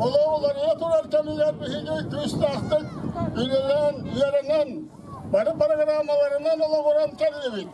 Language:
Yakut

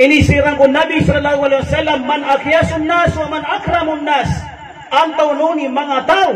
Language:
Maranao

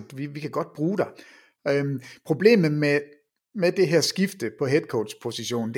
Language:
Danish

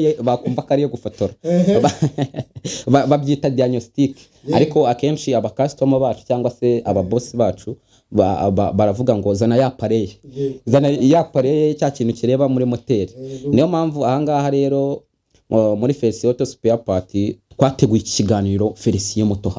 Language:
Kinyarwanda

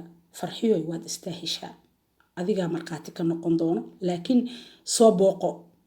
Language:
Somali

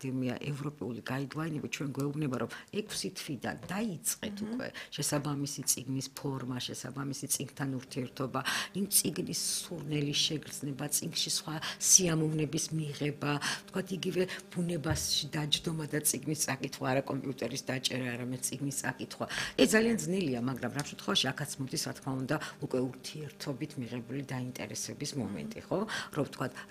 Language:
Georgian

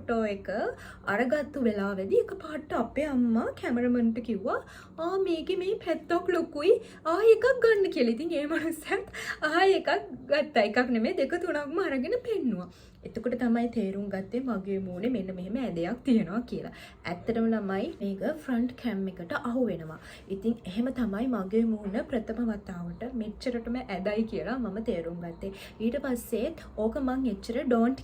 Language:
Sinhala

